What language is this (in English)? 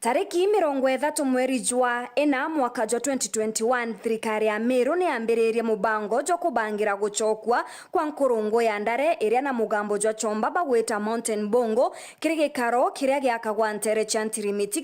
Meru